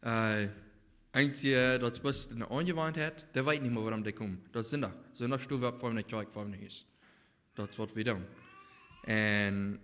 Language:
Plautdietsch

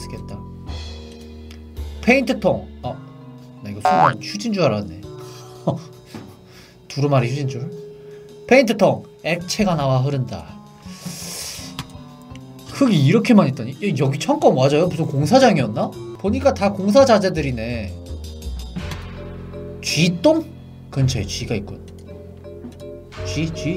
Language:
Korean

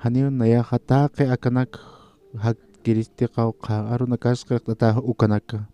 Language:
Aymara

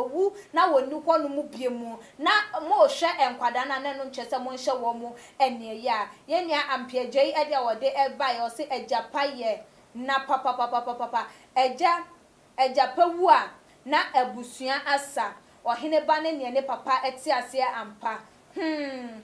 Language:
Akan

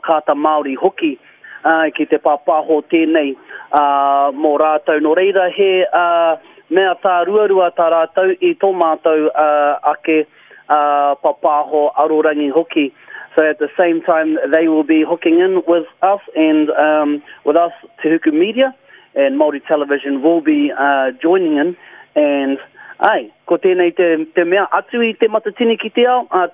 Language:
Māori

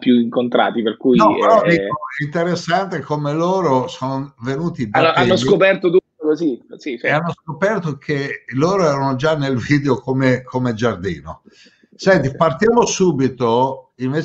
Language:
Italian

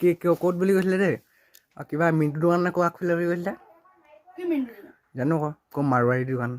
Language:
Assamese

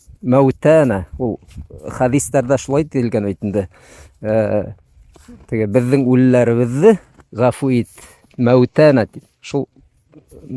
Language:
Bashkir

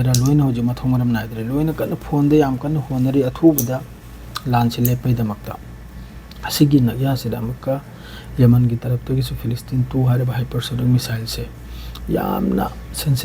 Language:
Manipuri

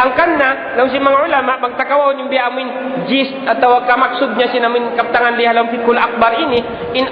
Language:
Tausug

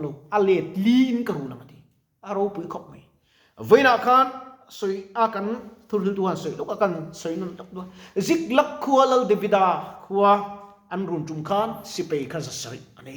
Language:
Mizo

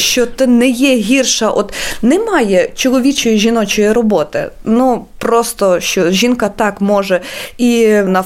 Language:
Ukrainian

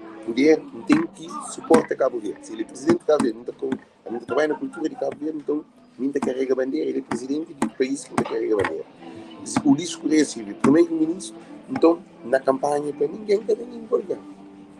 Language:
Kabuverdianu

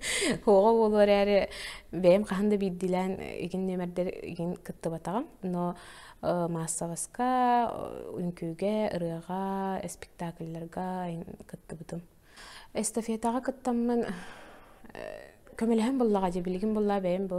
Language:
Yakut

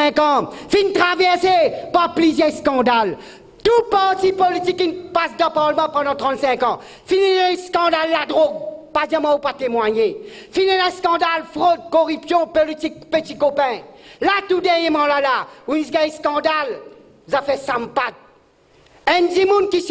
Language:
Morisyen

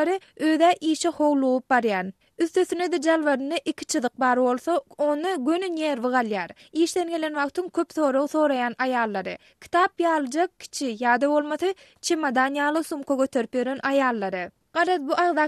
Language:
Turkmen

